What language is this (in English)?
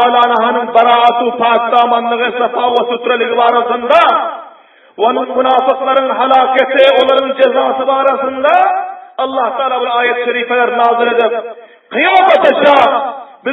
Turkmen